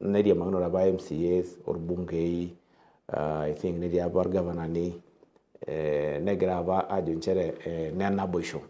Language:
Masai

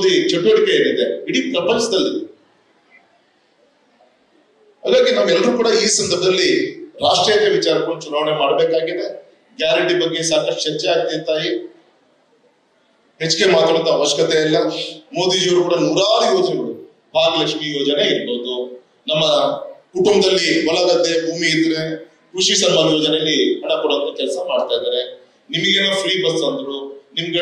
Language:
Kannada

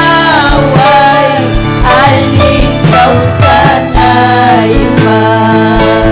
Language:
Ayacucho Quechua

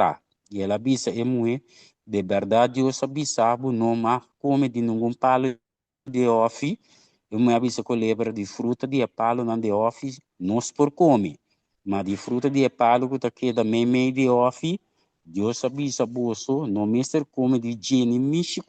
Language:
Papiamento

